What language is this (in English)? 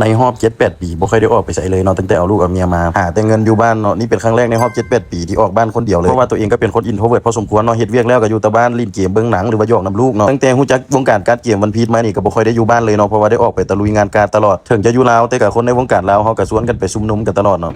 Lao